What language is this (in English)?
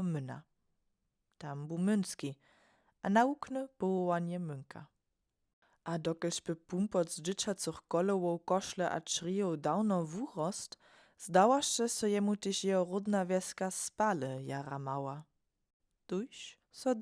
Upper Sorbian